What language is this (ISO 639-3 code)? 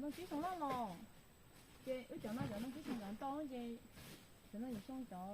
hmn